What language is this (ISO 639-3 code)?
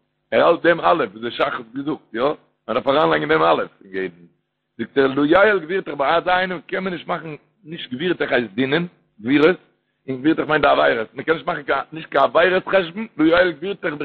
yid